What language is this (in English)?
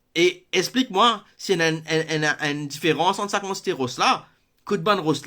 Morisyen